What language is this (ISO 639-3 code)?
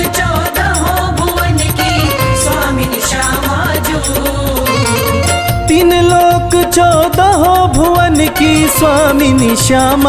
hin